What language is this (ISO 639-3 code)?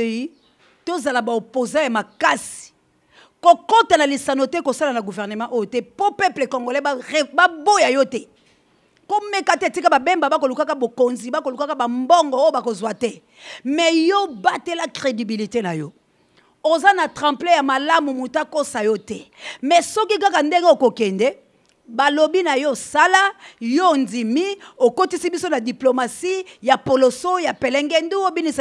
lin